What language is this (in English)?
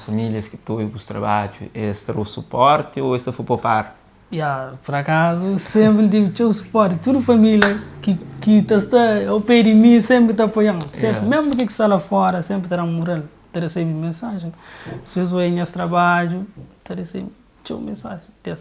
Kabuverdianu